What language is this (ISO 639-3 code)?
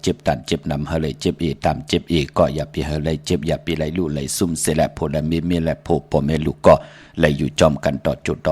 shn